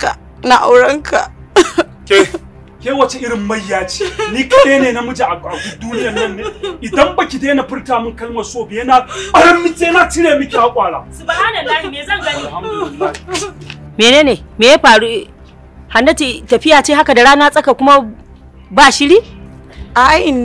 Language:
Hausa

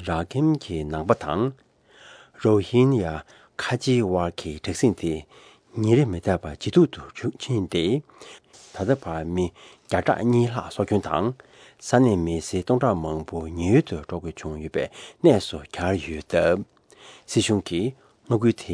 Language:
Tibetan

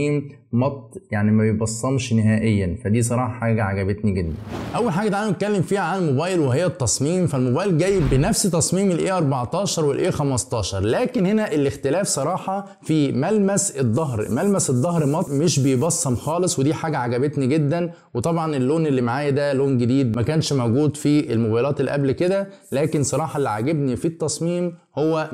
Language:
Egyptian Arabic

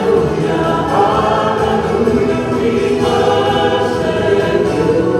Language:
Samoan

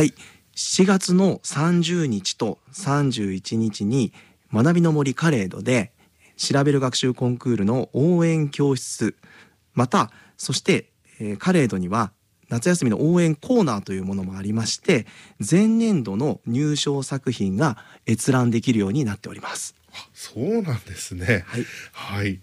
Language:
Japanese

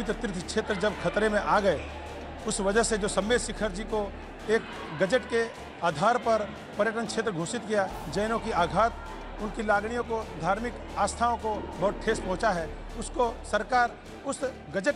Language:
Gujarati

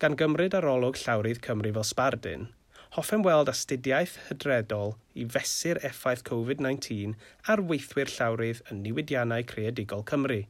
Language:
Welsh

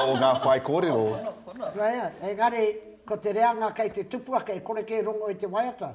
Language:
Māori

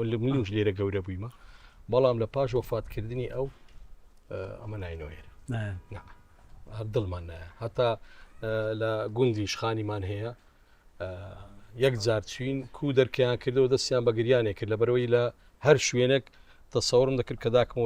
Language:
Central Kurdish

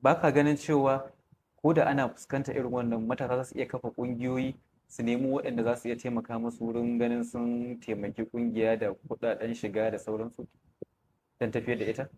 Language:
Hausa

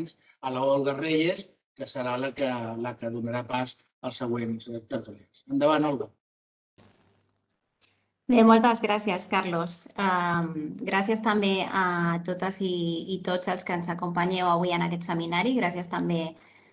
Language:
Catalan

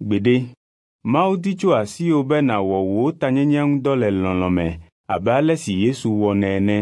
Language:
Ewe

